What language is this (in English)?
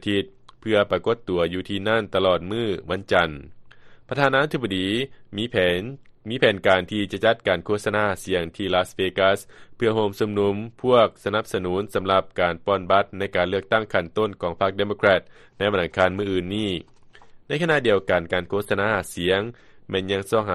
Lao